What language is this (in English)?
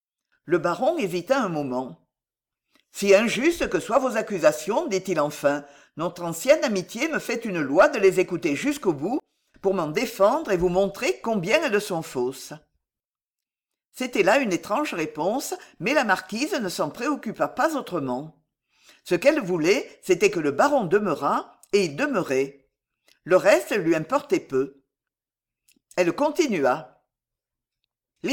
French